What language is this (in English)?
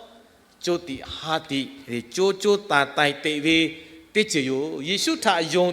Lahu